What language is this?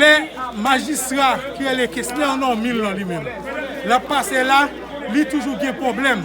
Haitian Creole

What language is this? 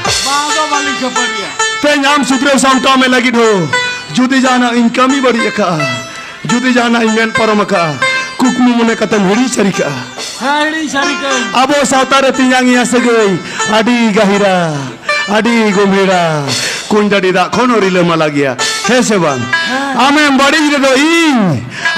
Santali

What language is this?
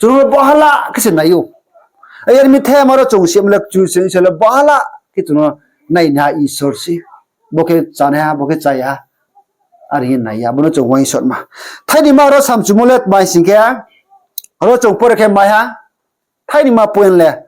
Riang (India)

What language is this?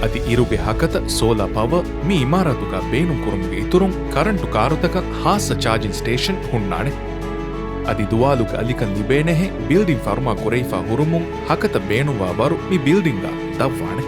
Divehi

